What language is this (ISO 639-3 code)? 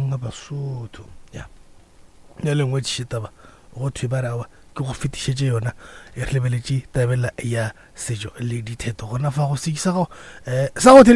nso